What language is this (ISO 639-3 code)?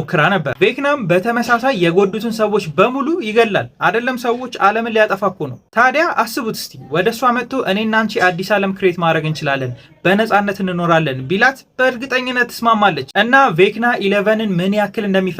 amh